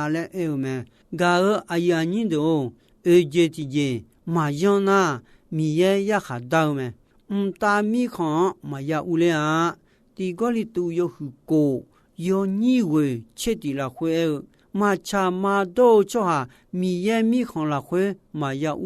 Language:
Akha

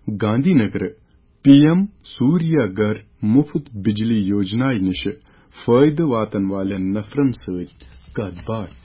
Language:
Kashmiri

